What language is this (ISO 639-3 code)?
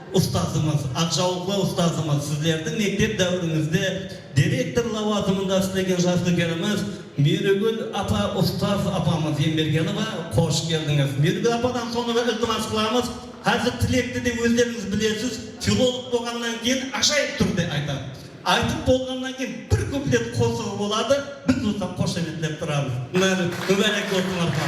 kaa